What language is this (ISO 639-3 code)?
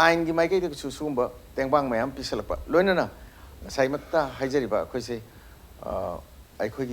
mni